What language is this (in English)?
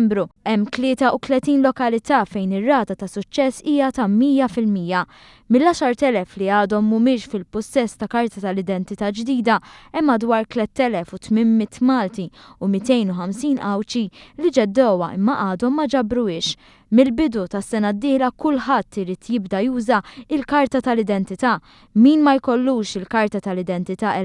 Maltese